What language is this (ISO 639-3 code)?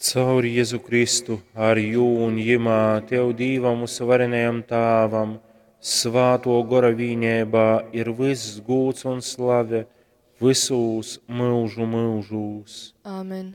ltg